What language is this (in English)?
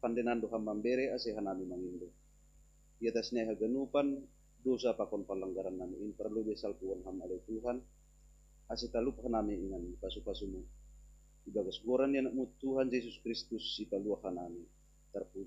Batak Simalungun